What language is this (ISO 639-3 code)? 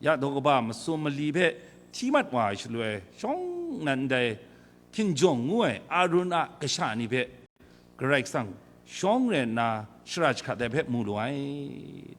kac